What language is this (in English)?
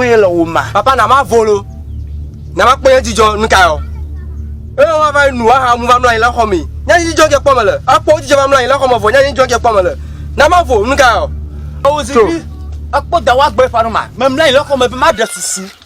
Ewe